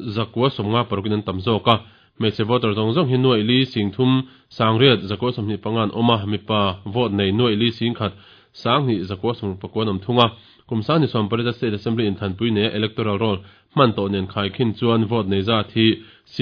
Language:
Mizo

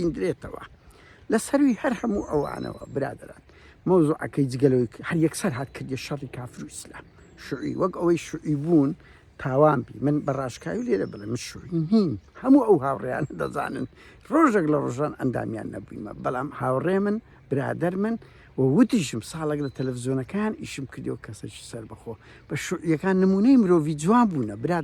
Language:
Central Kurdish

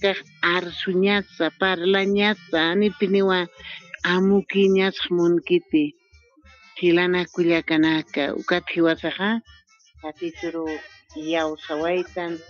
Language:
Aymara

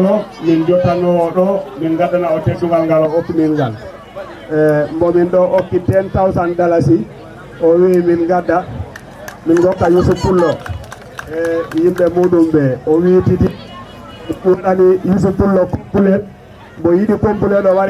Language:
Fula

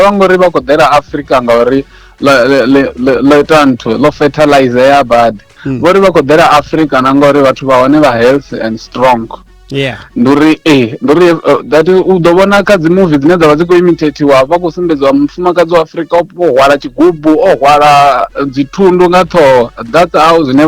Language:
Venda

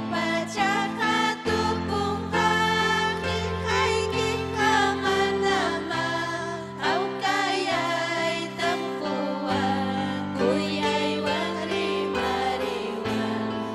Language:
Ayacucho Quechua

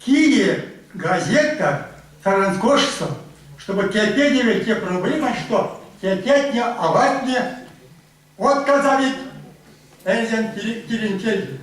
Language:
Erzya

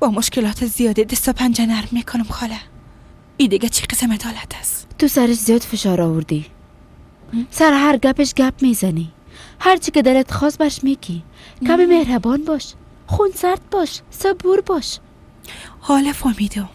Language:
Persian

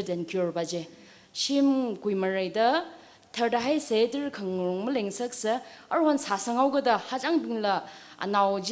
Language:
Tangkhul Naga (India)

